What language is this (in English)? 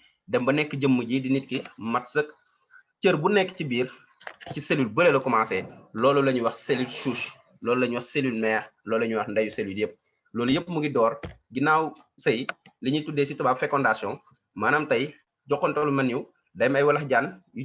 Wolof